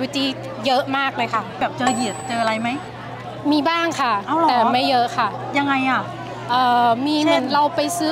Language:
Thai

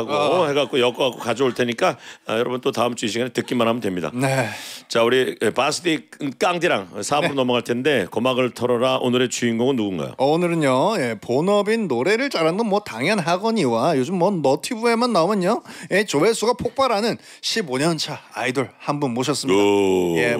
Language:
Korean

